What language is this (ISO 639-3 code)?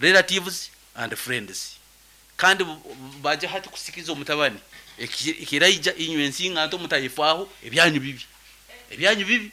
nyn